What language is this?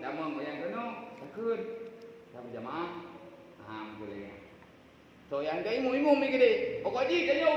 Achinese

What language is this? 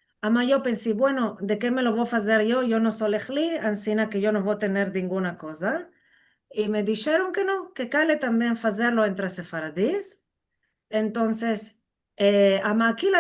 Ladino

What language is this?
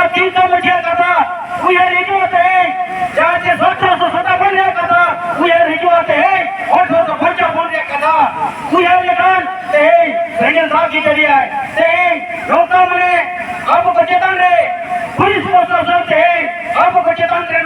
Santali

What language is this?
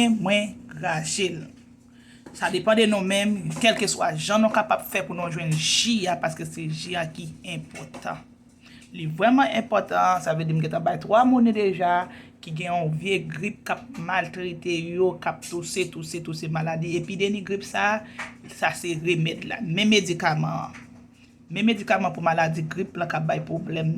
Haitian Creole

